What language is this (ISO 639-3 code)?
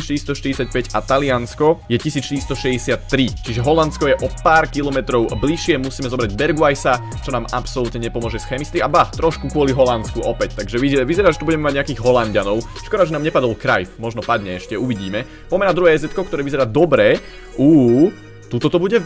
slk